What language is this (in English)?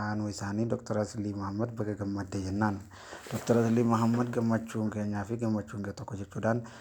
Oromo